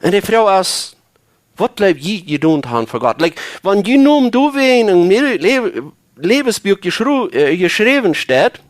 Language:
Plautdietsch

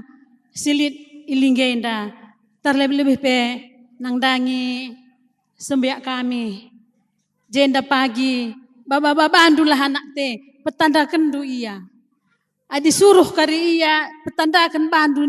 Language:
Batak Karo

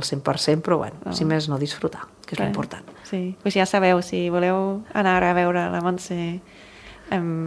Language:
Catalan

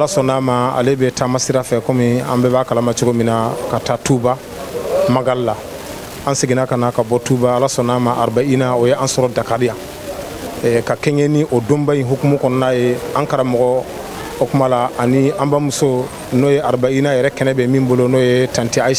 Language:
Bambara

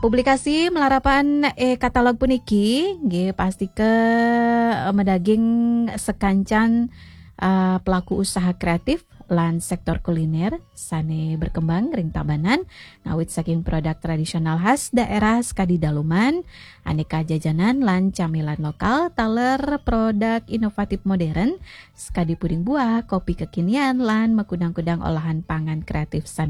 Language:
Balinese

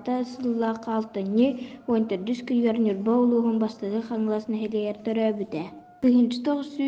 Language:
Yakut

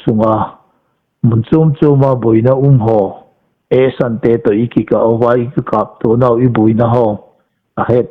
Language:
Hmar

